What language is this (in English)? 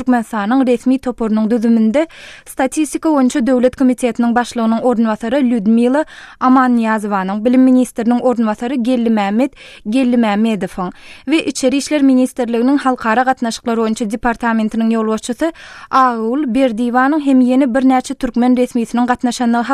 Turkmen